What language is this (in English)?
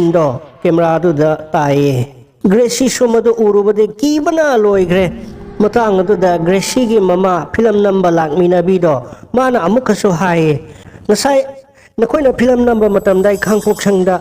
Manipuri